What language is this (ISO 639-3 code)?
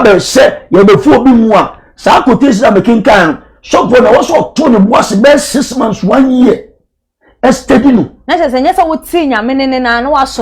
aka